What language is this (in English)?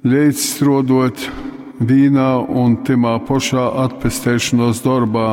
Latgalian